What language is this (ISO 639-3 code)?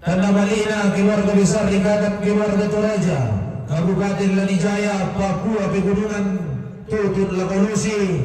sda